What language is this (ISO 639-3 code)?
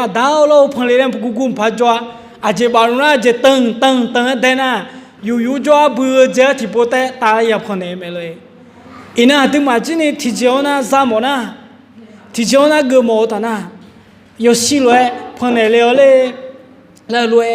ahk